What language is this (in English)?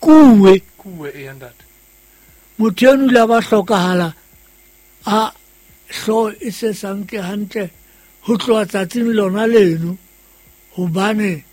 Southern Sotho